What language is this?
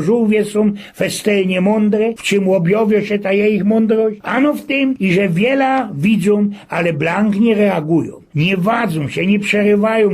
Silesian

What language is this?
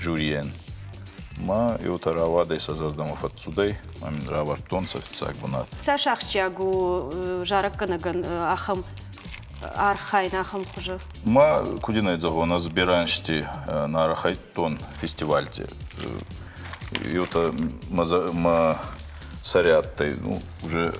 Ossetic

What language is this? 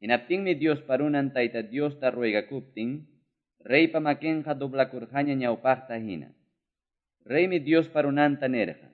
Quechua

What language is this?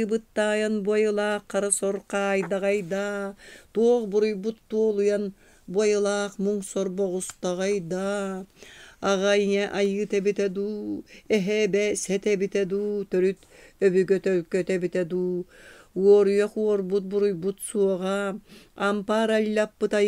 Yakut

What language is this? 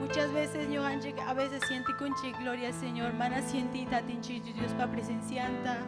Ayacucho Quechua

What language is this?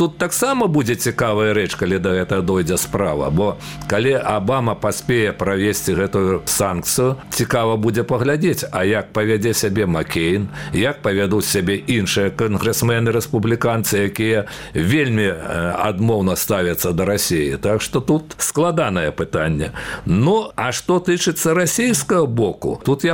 Belarusian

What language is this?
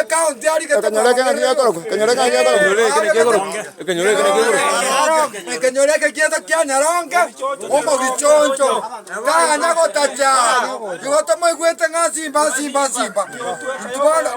Gusii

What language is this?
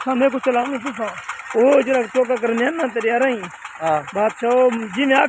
Saraiki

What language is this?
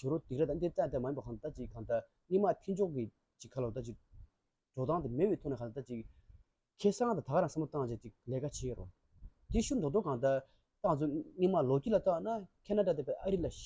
Tibetan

